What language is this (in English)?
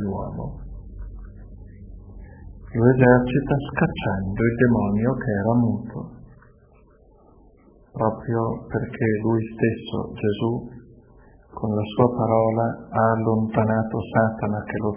Italian